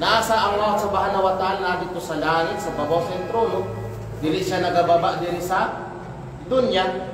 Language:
Kalagan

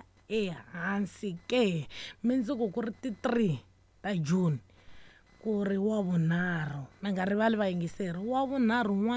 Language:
Tsonga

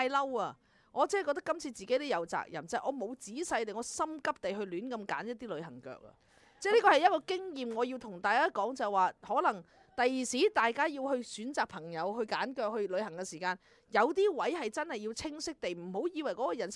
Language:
Cantonese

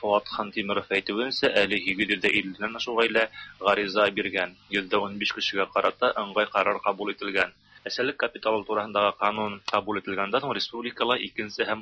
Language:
Tatar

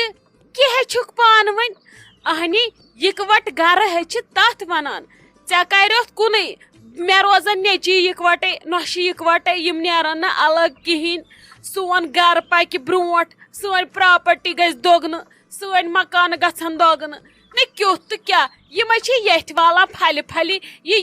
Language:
Kashmiri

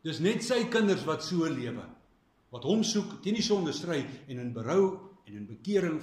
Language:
Afrikaans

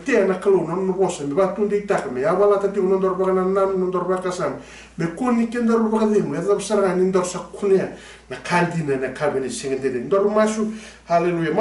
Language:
Fijian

